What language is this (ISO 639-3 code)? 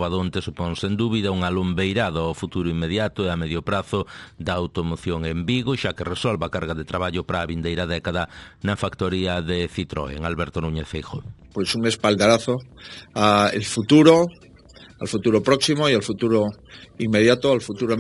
glg